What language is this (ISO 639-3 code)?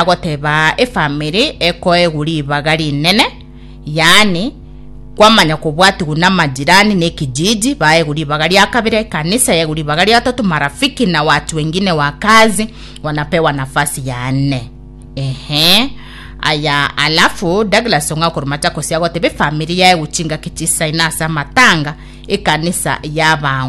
guz